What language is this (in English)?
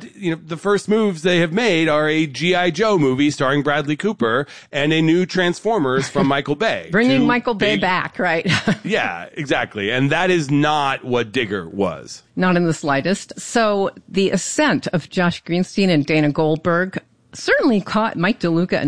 English